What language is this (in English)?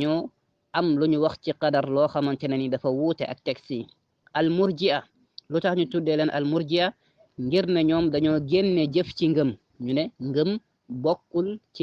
Wolof